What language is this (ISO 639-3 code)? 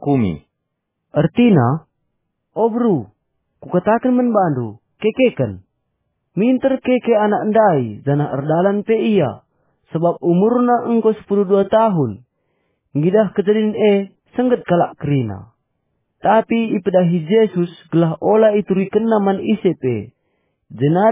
btx